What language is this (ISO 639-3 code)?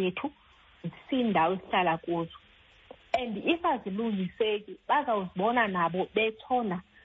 xho